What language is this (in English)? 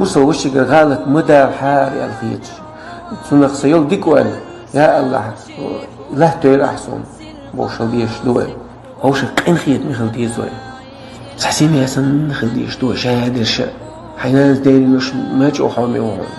Chechen